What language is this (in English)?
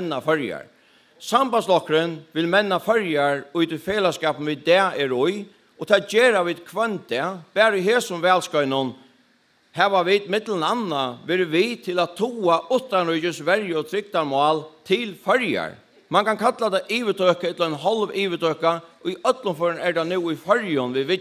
Faroese